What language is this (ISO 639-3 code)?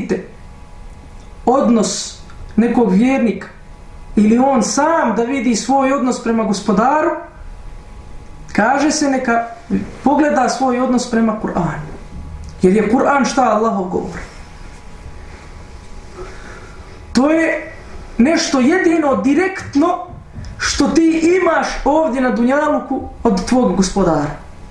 bos